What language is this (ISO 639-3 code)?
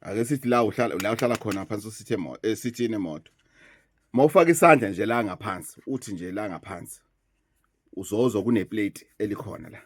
zul